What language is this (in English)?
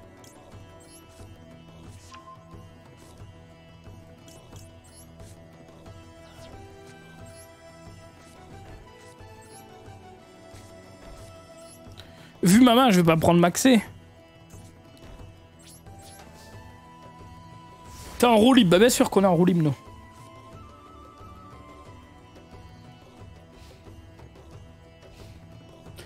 French